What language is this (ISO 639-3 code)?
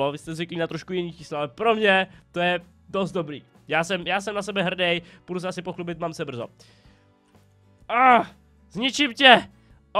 ces